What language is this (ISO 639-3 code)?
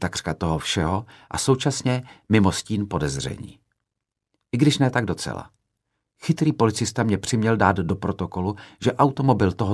ces